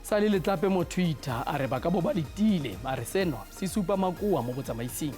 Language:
Tswana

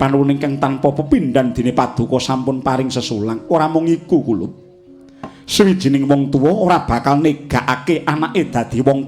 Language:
Javanese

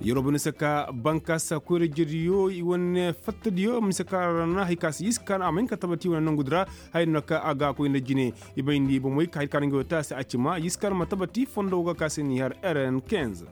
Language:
Koyraboro Senni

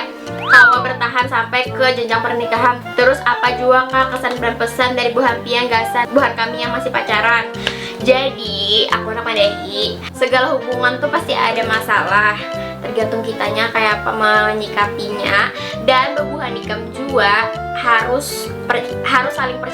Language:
Banjar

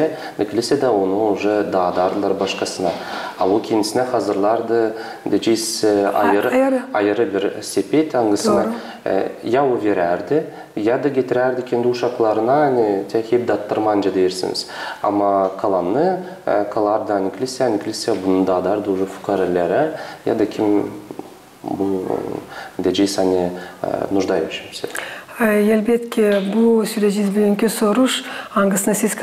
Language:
Gagauz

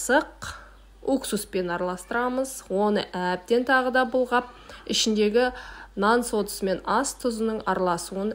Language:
Kazakh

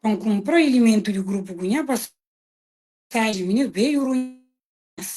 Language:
Kabuverdianu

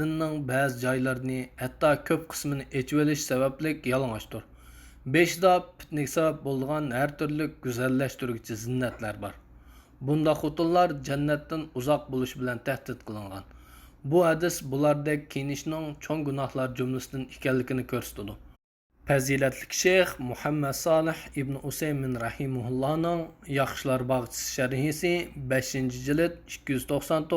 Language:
Uyghur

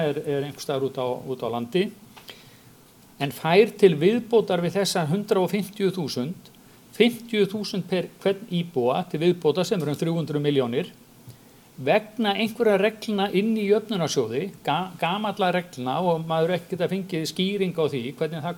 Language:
Icelandic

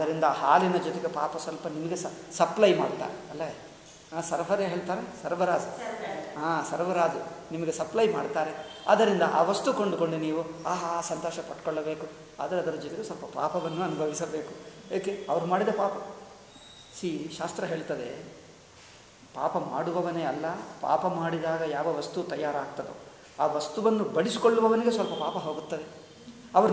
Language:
Kannada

